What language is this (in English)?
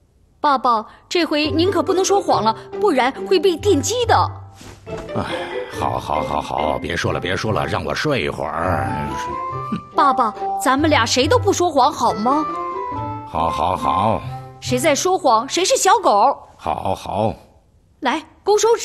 Chinese